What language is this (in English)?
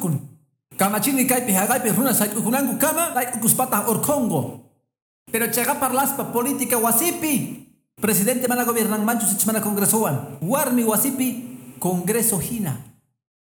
Quechua